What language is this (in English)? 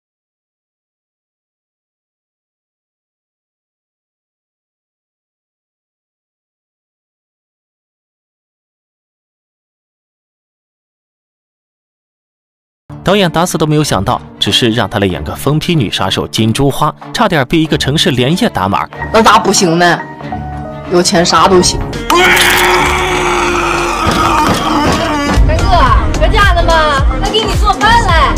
Chinese